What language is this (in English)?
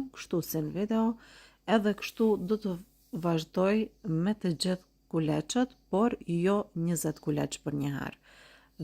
Albanian